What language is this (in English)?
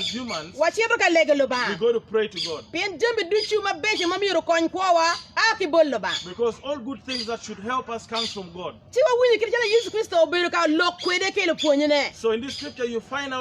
Acoli